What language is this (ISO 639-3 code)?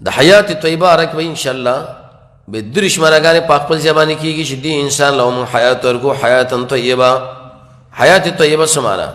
pus